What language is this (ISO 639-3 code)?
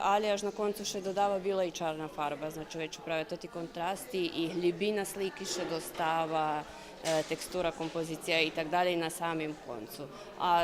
rue